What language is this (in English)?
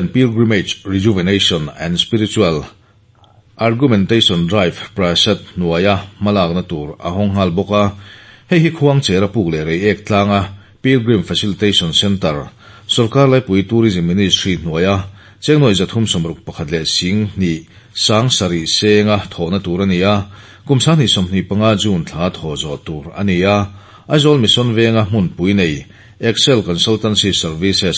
Mizo